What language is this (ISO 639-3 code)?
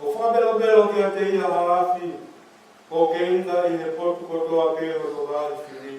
ton